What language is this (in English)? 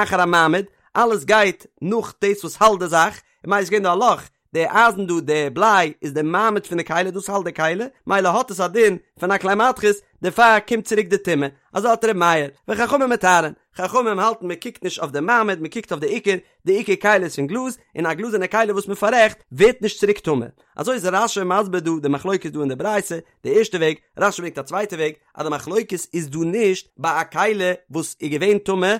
Yiddish